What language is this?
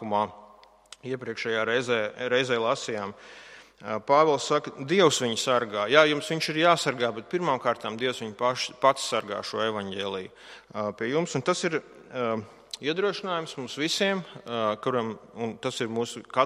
Latvian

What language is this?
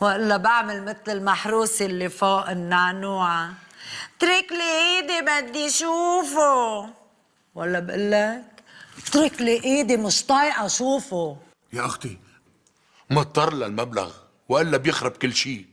North Levantine Arabic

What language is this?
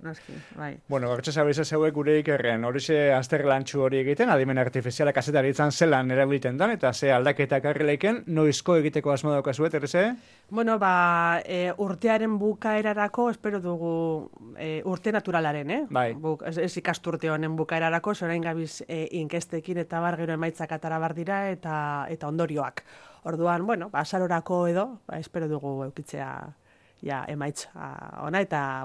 Basque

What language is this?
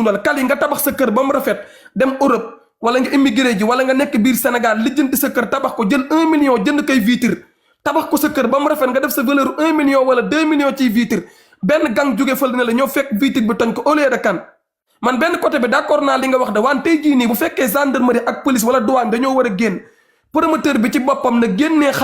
Wolof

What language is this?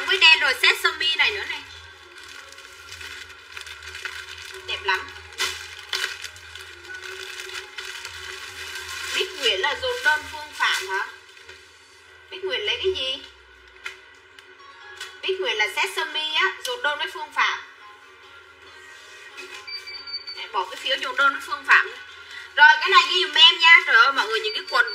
Vietnamese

